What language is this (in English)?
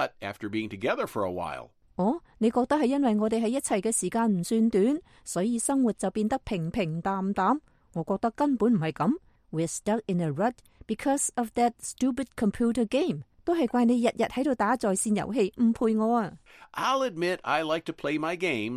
Cantonese